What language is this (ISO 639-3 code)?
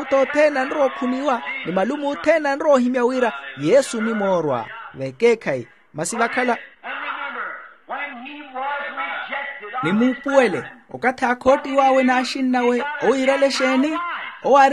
vmw